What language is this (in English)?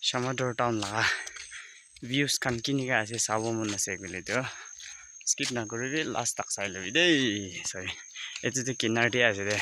Naga Pidgin